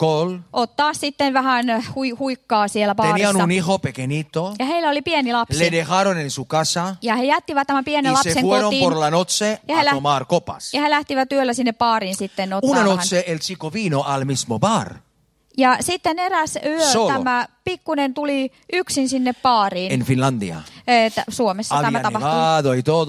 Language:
Finnish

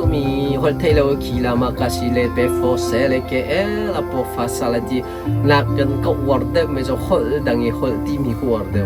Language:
Hakha Chin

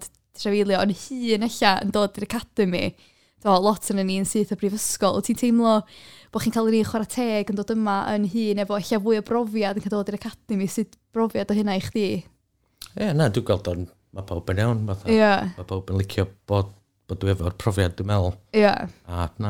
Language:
Welsh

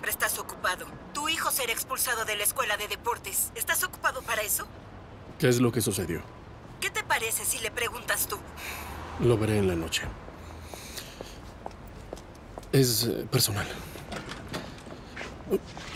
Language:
Spanish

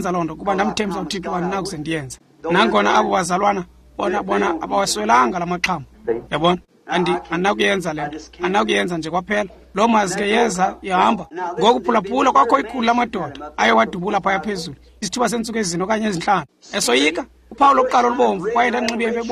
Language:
Xhosa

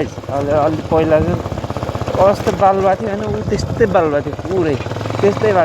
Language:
Nepali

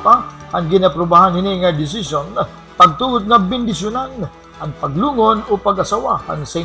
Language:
Waray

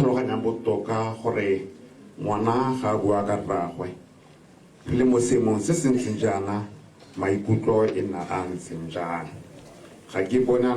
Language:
Tswana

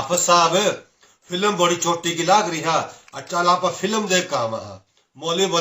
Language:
Haryanvi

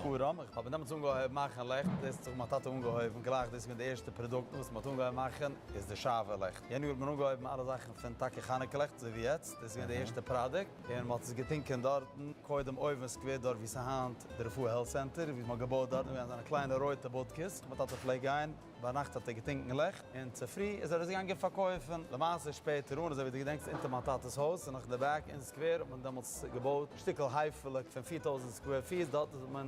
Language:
Yiddish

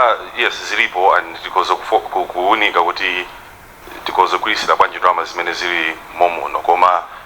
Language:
Nyanja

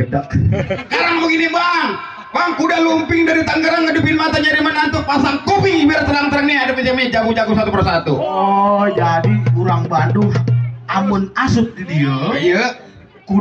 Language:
Betawi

